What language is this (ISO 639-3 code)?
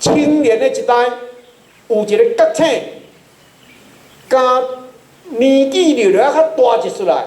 nan